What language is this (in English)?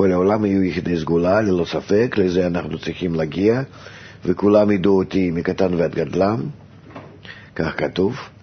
Hebrew